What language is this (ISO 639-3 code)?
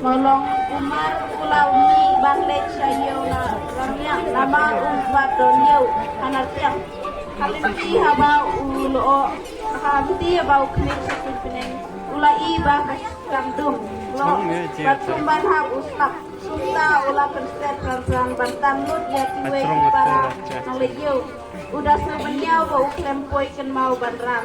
kha